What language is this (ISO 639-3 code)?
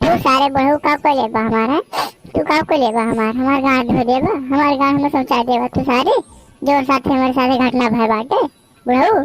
awa